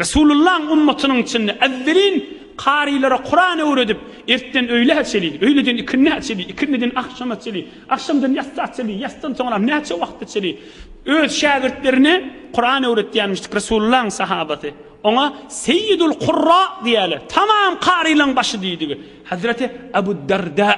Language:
Turkmen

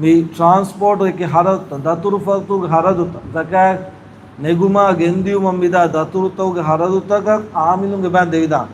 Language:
Divehi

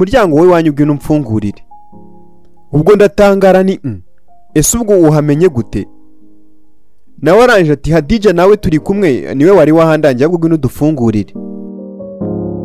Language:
Kinyarwanda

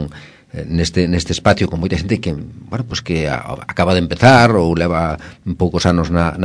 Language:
Galician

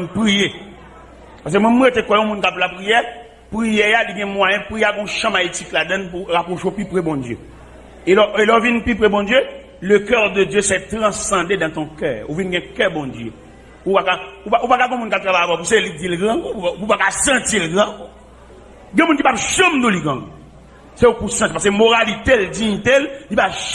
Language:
Haitian Creole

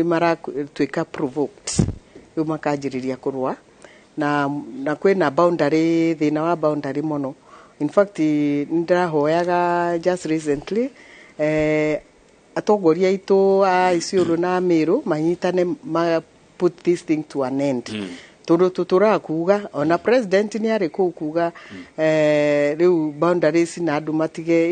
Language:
Kikuyu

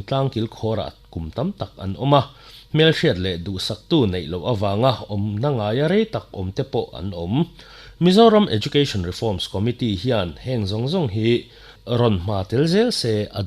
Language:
Mizo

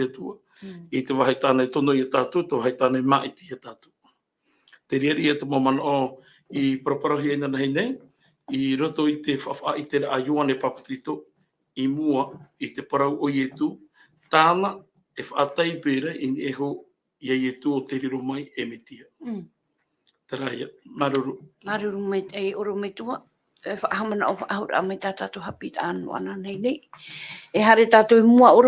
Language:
Tahitian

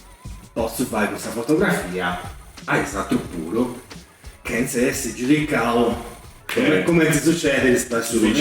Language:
Sardinian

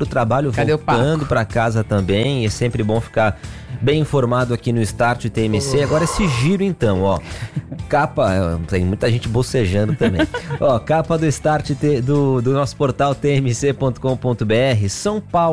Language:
Portuguese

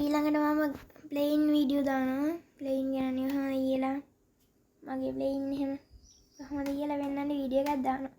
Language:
Sinhala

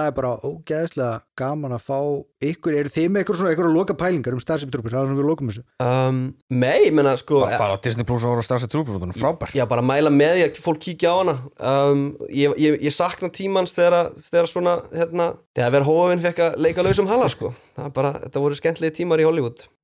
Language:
Icelandic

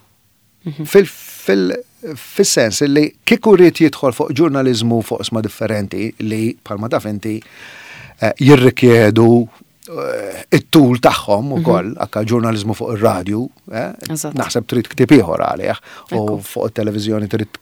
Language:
Maltese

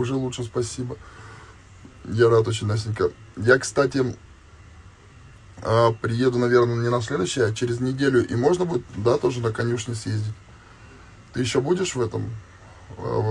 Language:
Russian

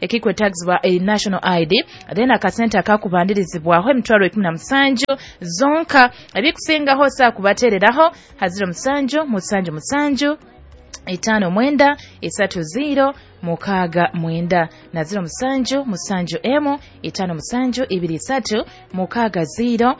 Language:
Nyoro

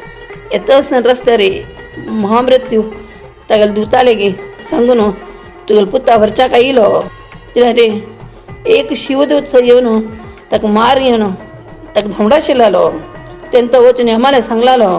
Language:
Konkani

